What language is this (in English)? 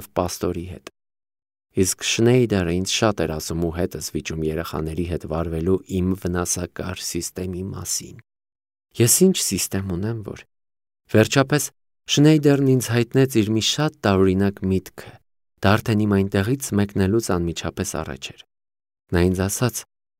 Armenian